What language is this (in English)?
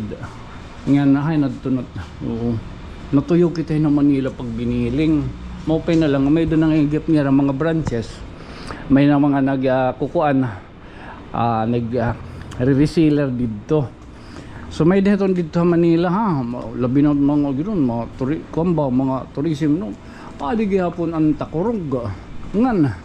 Waray